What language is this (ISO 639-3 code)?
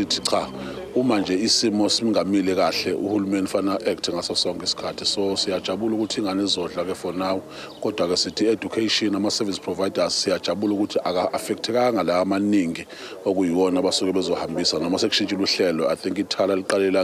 zul